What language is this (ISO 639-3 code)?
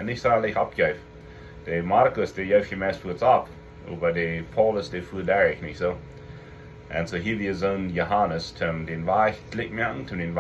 pdt